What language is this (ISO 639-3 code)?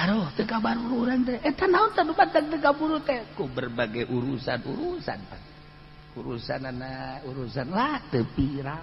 sun